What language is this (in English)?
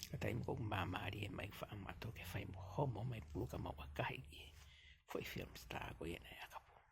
Tongan